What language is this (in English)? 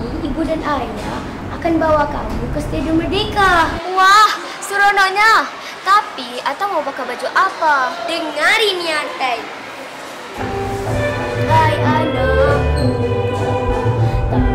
Malay